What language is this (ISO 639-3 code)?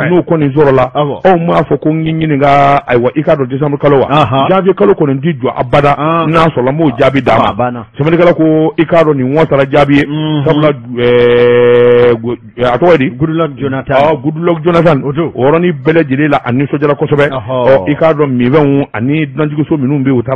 bam